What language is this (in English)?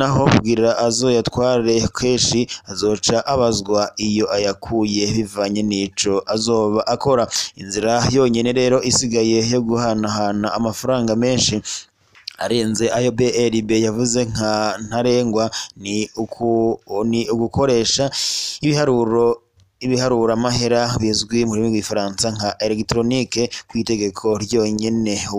Rundi